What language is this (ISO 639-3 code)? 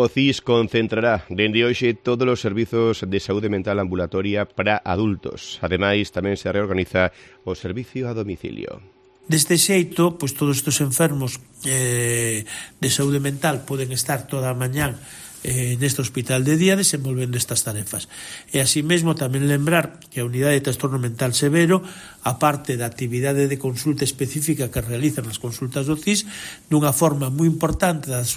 glg